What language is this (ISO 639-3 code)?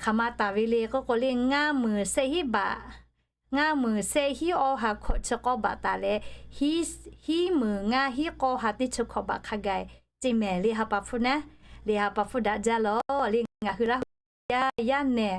lhu